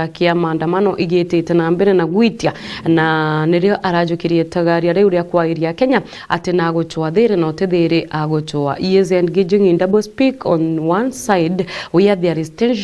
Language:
Meru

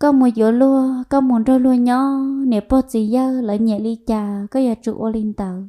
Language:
Hmong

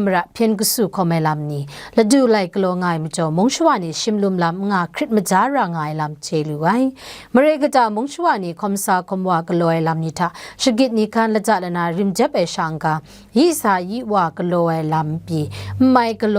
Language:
Kachin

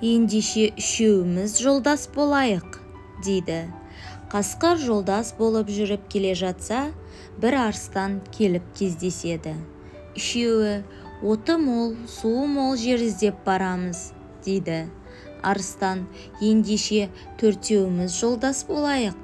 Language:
Kazakh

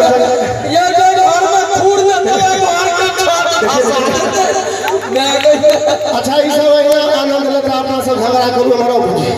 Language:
Maithili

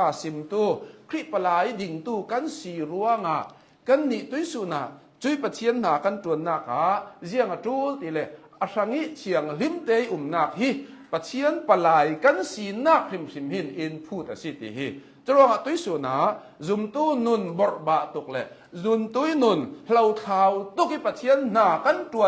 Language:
Hakha Chin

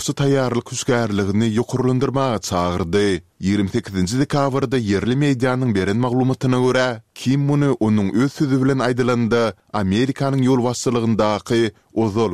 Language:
Turkmen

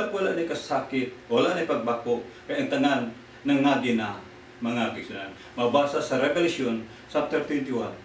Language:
Cebuano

